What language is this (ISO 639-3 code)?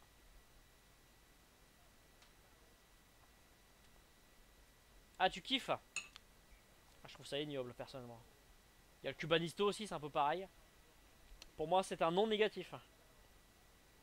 fra